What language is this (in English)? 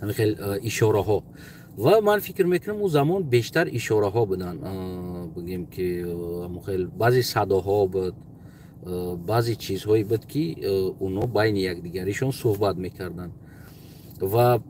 Tajik